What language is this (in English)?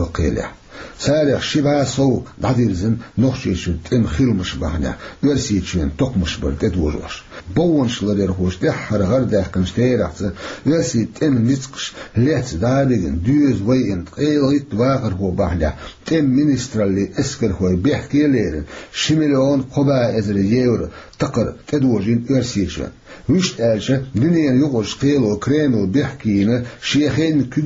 Chechen